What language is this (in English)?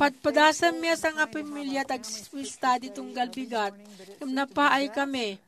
Iloko